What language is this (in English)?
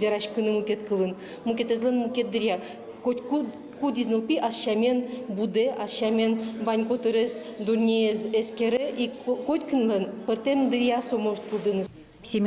Udmurt